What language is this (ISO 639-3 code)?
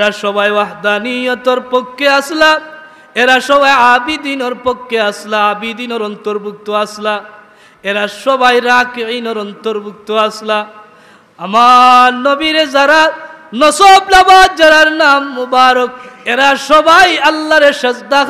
syl